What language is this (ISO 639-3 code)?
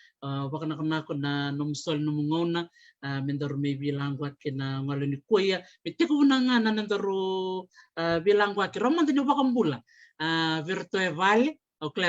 fij